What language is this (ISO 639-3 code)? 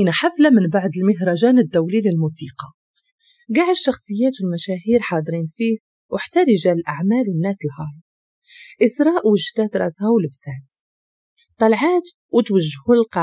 ary